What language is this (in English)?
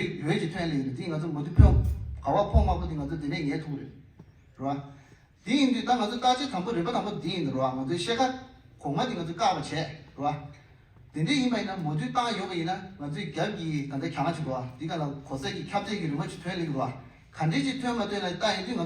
Tibetan